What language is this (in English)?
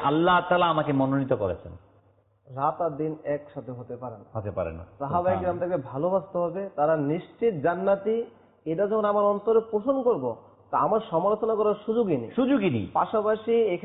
Bangla